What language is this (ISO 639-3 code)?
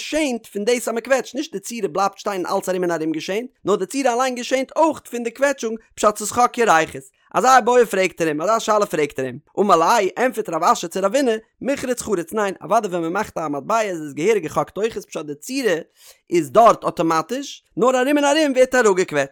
yid